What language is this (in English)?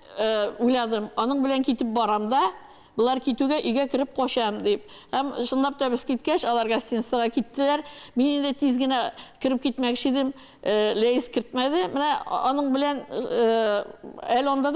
Tatar